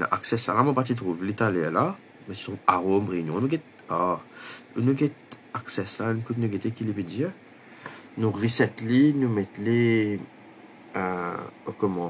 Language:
Morisyen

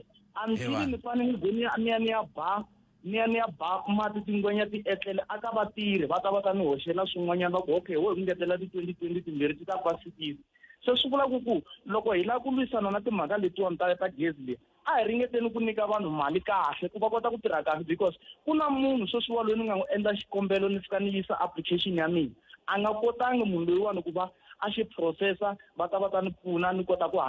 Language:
Tsonga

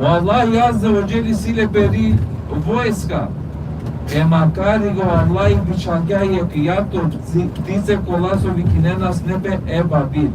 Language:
Balkan Romani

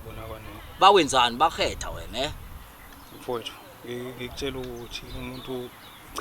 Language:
Zulu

